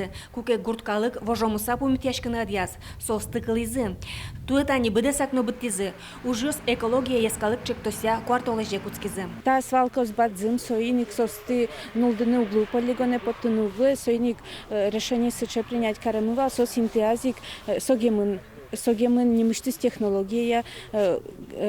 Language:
Udmurt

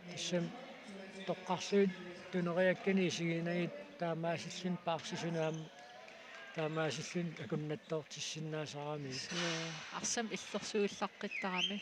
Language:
Kalaallisut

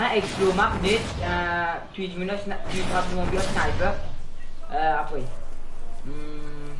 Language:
Morisyen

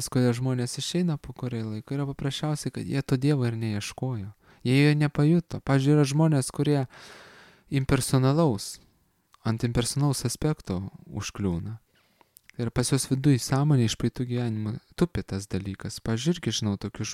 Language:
Lithuanian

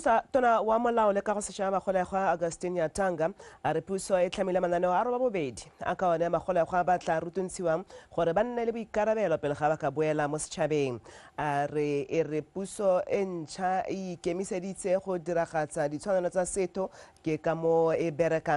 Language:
Tswana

